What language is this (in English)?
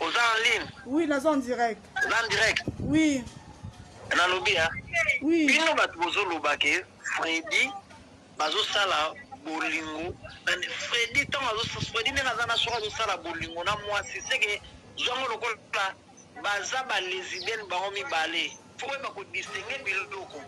Lingala